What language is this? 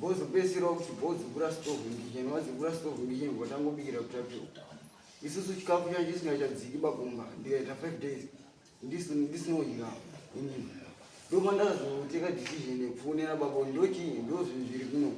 Shona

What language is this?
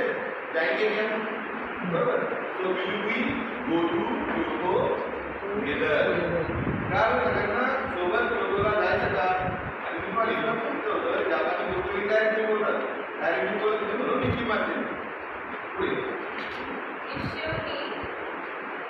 Marathi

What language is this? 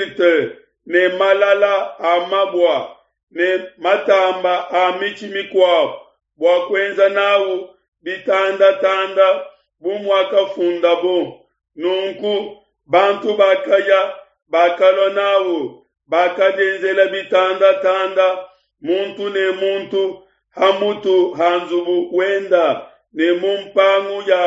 Luba-Lulua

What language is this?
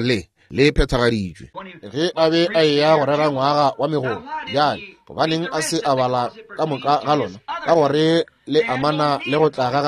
Northern Sotho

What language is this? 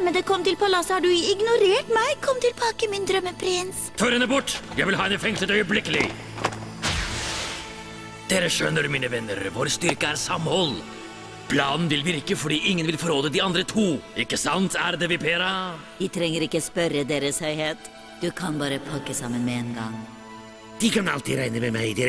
Norwegian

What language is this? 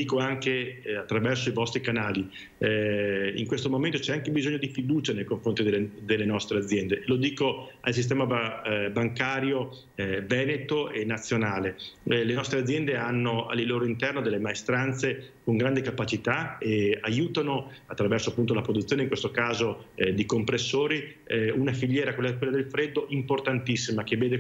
Italian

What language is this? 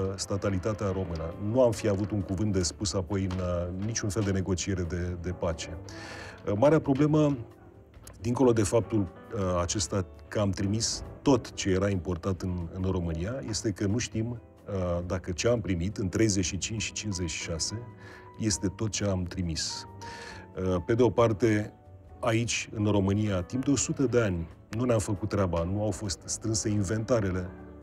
Romanian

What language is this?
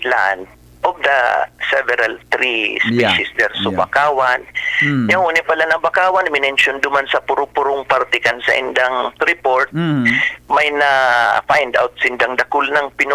Bikol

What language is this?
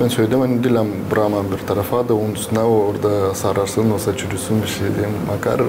Gagauz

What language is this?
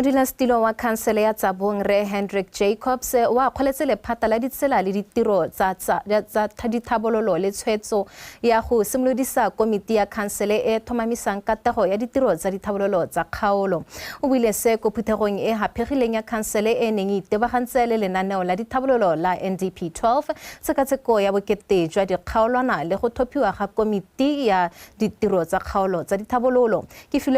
Tswana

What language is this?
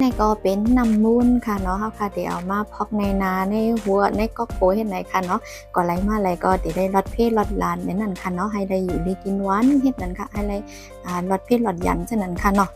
Shan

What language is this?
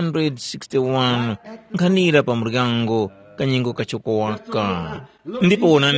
Tumbuka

